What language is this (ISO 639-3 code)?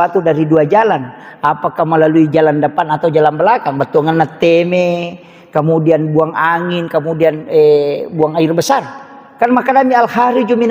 bug